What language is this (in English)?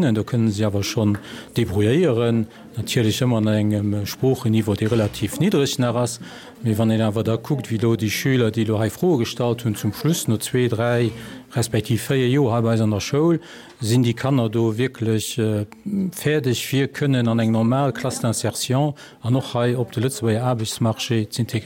Luxembourgish